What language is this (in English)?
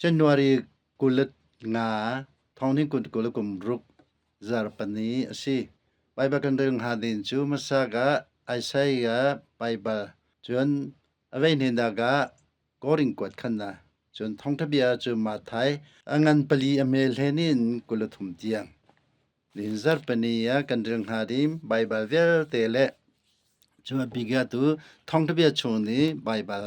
Hakha Chin